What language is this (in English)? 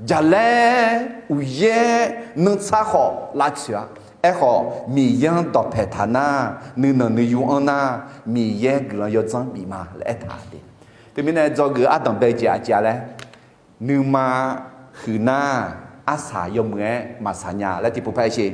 Akha